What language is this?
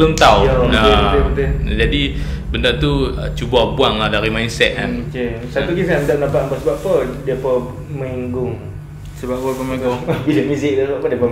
Malay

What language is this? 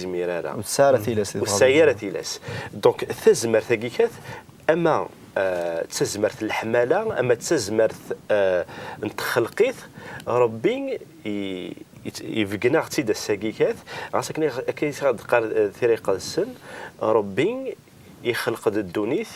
Kabyle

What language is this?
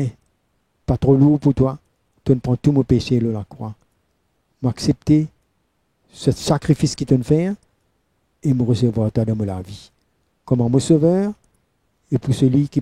Morisyen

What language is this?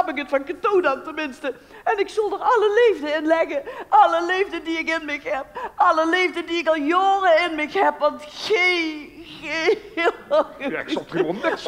Limburgish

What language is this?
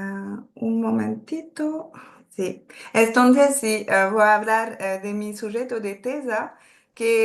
Ladino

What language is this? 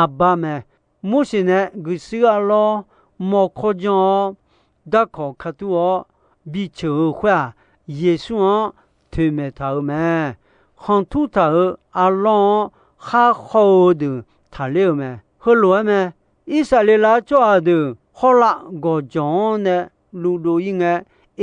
Akha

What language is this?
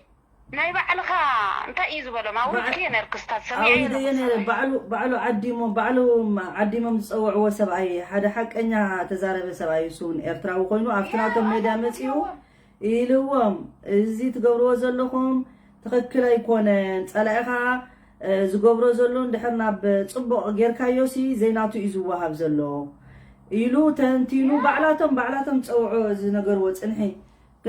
Tigrinya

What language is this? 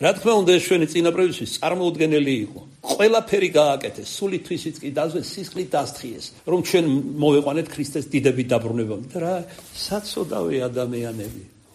Georgian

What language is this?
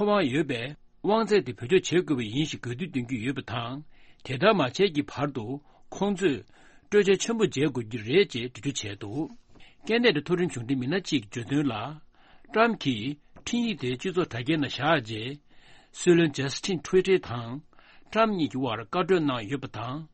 Tibetan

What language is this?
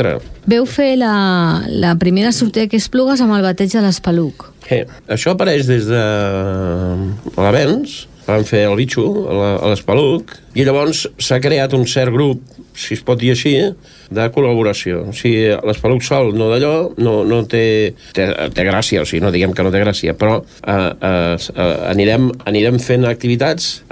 Catalan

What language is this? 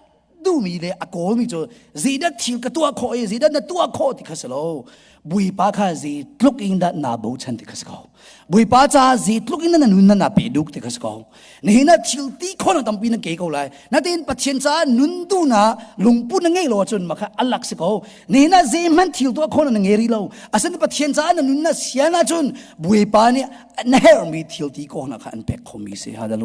Hakha Chin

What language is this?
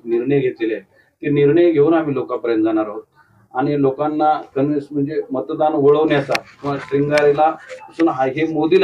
Marathi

